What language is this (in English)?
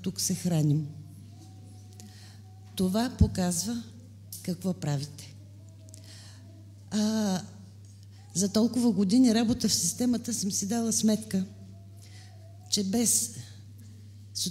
Bulgarian